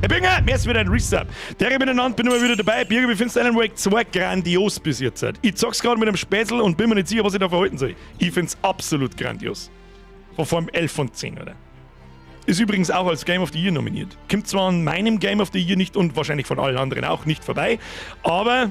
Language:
Bavarian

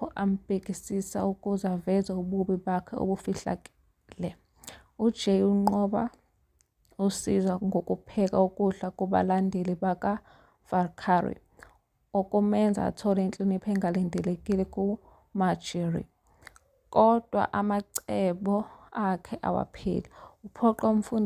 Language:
Zulu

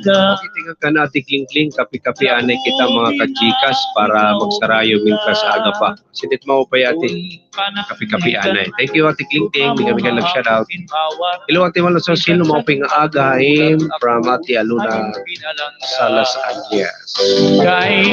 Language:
Waray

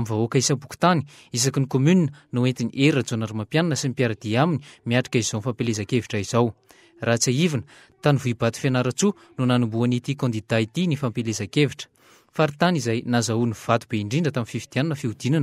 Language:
Malagasy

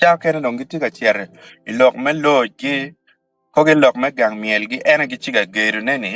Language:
Acoli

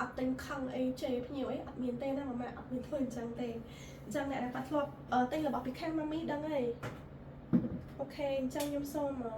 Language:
Khmer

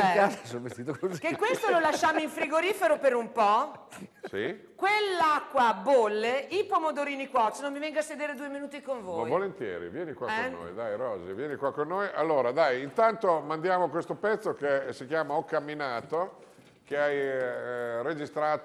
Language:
Italian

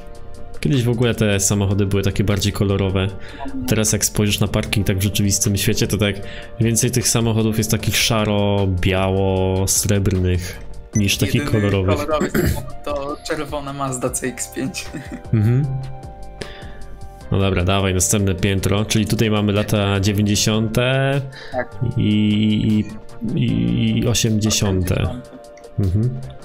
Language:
Polish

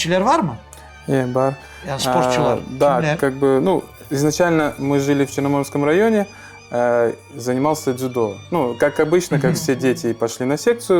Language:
Crimean Tatar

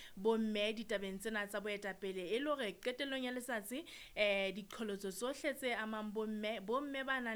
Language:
Southern Sotho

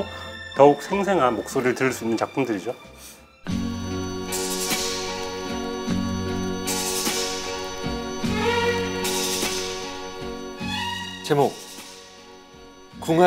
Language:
Korean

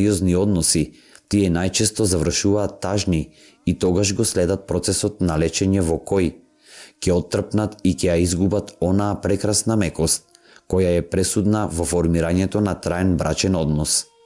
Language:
Macedonian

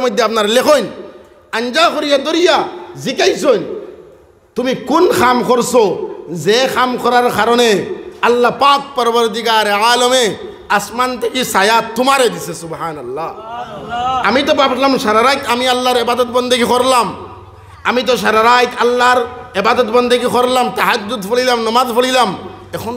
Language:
Sylheti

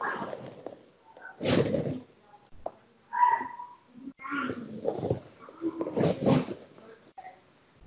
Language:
Spanish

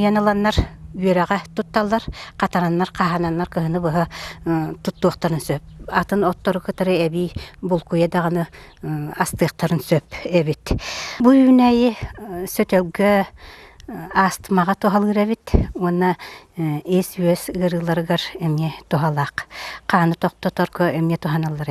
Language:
Yakut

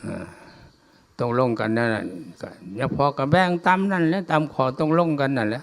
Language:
Lao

